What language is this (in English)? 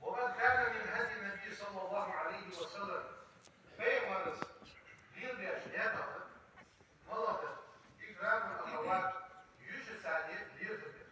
Ingush